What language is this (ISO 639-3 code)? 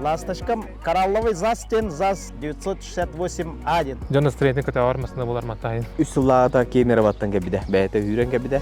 sah